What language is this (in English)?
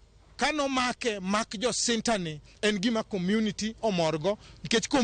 Luo (Kenya and Tanzania)